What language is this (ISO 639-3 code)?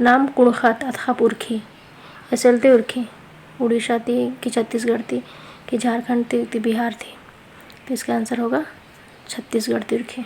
kru